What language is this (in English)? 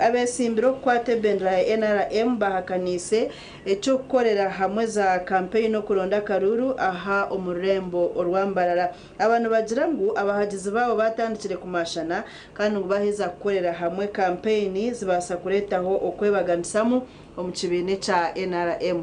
Nyankole